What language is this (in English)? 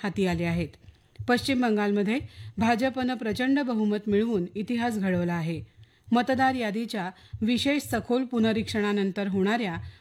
Marathi